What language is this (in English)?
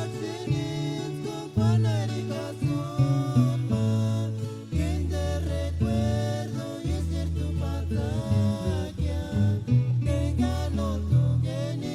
Purepecha